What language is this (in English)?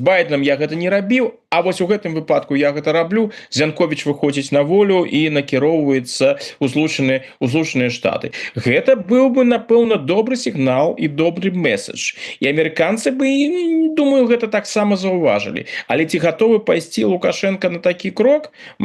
Belarusian